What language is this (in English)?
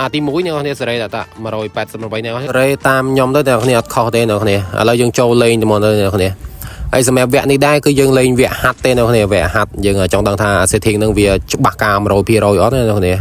Khmer